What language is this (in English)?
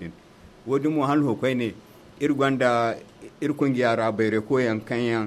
Zarma